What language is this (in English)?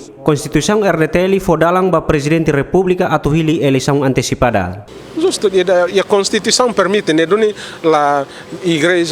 Tetum